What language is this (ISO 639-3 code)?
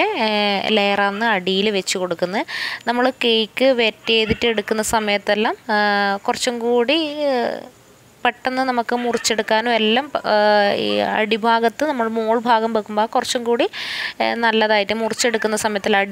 mal